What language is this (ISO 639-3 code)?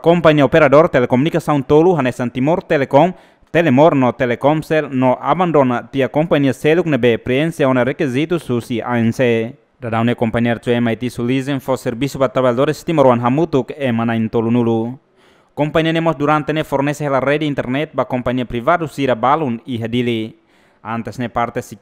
tet